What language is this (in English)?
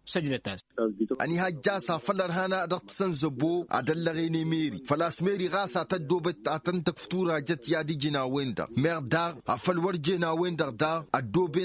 Tamasheq